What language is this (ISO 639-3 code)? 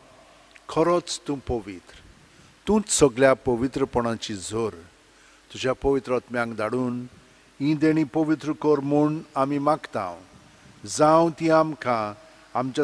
kok